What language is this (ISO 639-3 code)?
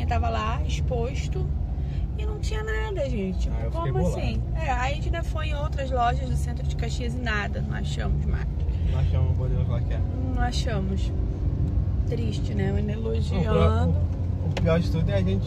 por